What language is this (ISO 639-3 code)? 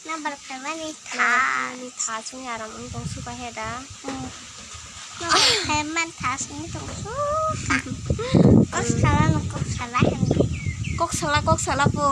trp